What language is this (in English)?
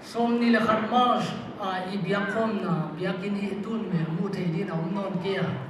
Paite Chin